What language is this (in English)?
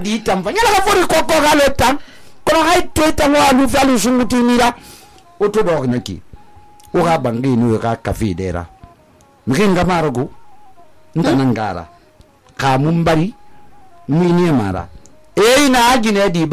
Susu